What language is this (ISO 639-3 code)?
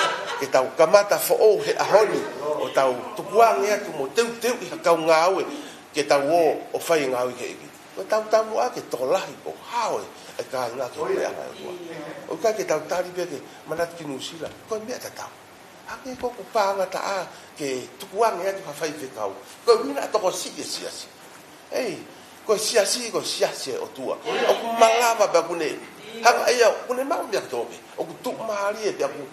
ton